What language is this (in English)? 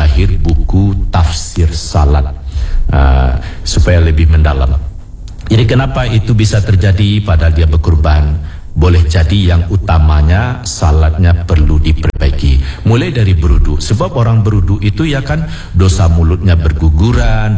Indonesian